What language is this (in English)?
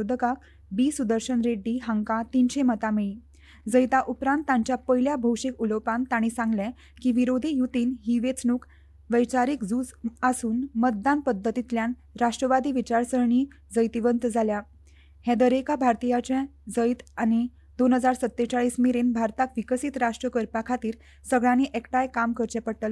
Konkani